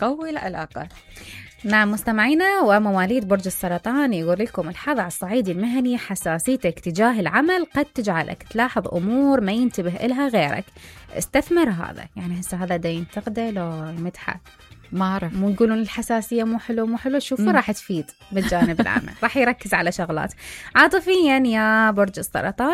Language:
Mesopotamian Arabic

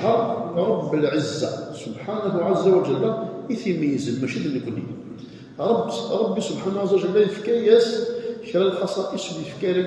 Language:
Kabyle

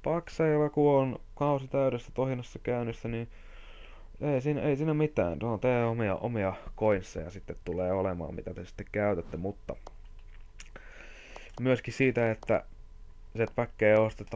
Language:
Finnish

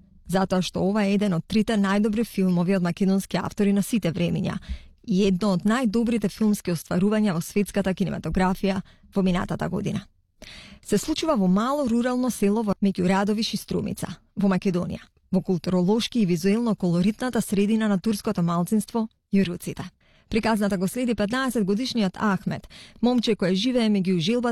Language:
Macedonian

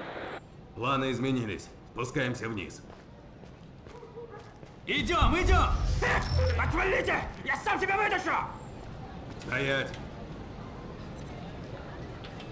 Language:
Russian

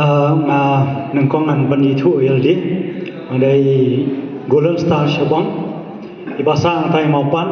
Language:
Khasi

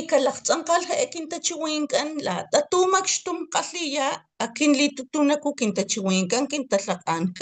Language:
Papantla Totonac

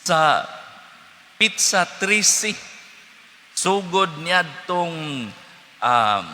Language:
Cebuano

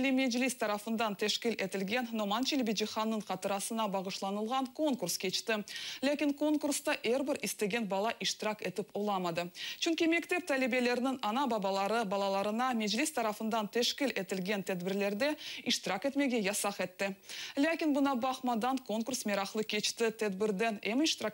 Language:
Crimean Tatar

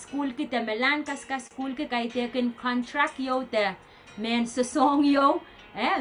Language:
Pohnpeian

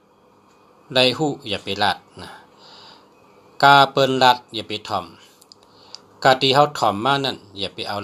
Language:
Shan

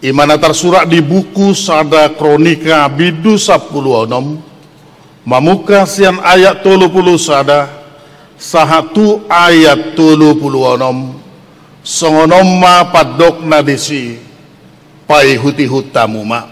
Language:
Batak Toba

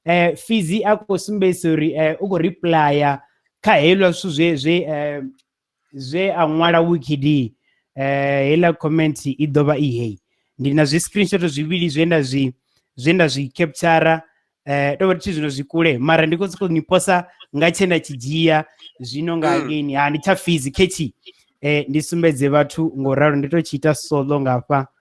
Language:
Venda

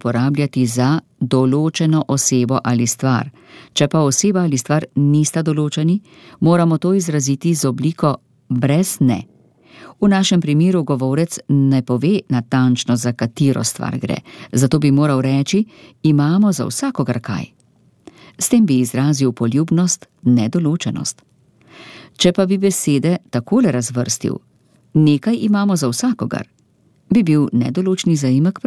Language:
Slovenian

